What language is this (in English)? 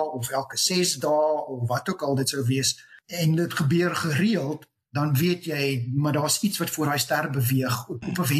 Afrikaans